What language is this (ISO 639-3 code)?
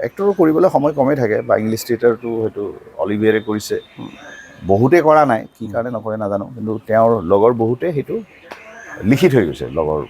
asm